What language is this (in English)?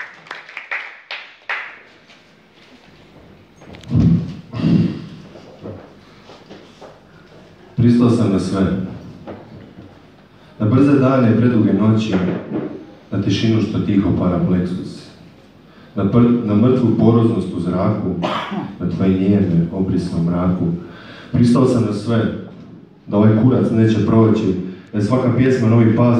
Croatian